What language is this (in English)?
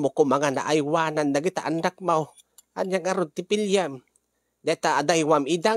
Iloko